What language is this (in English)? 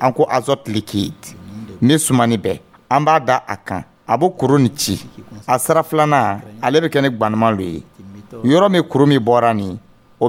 Dyula